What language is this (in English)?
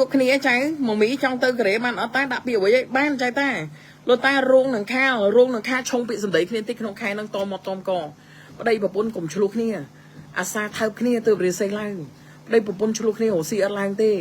Khmer